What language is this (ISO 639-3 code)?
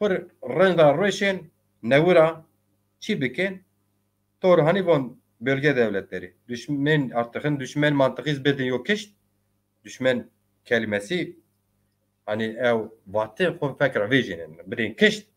zza